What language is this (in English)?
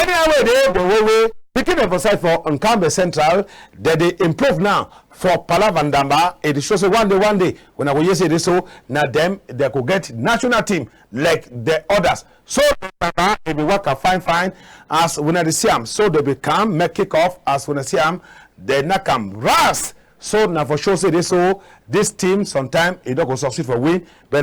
Cameroon Pidgin